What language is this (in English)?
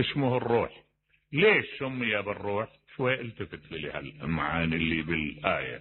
Mesopotamian Arabic